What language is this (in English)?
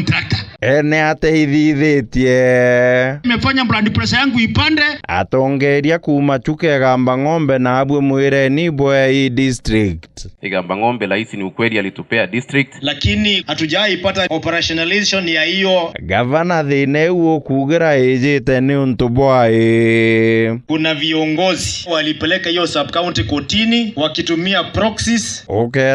Meru